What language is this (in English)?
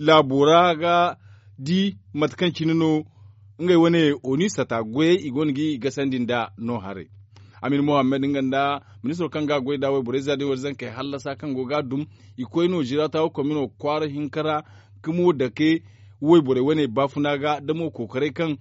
Zarma